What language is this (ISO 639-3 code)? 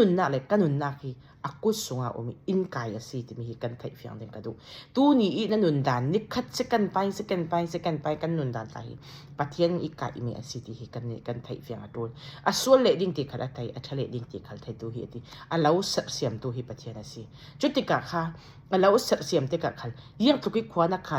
cfm